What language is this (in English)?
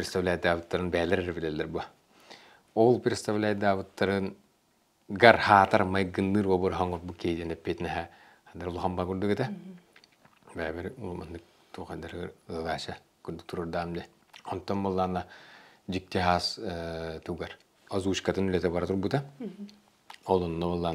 Yakut